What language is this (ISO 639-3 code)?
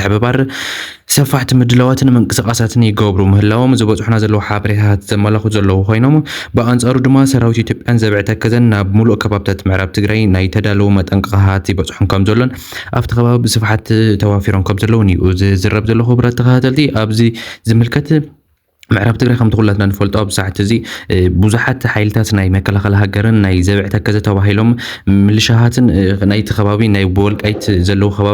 tir